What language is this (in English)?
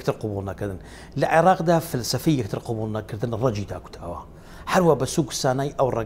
Central Kurdish